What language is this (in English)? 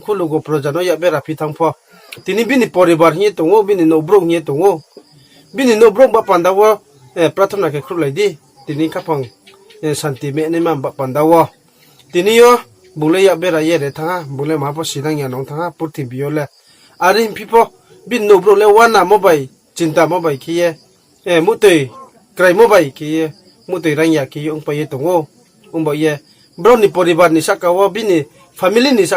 Riang (India)